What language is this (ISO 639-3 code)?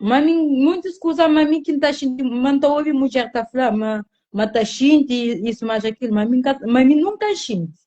kea